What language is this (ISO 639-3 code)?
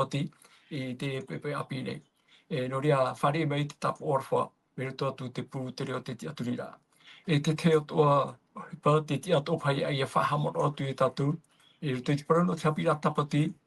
tah